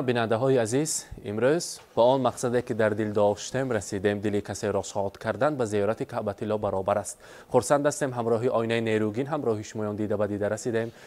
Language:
Tajik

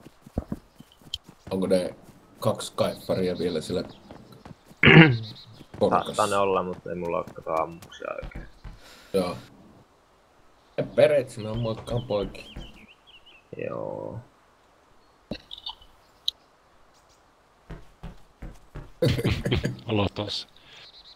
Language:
Finnish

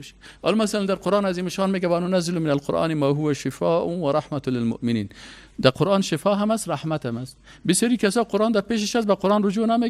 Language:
Persian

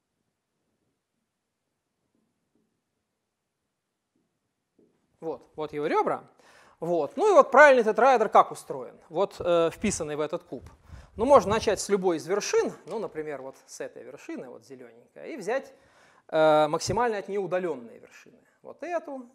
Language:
Russian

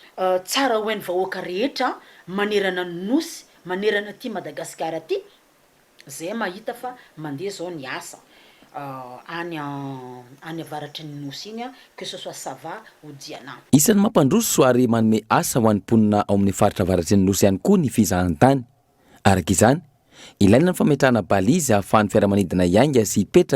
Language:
Malagasy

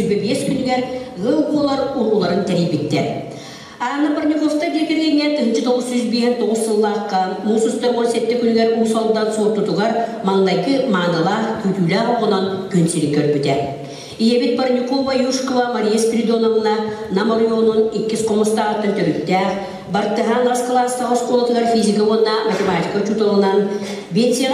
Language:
Yakut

